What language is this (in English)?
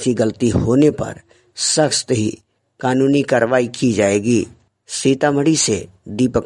Hindi